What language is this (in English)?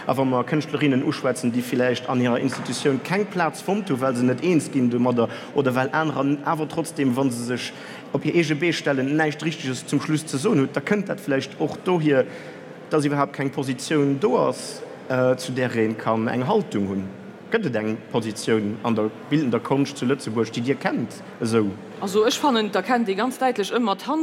Luxembourgish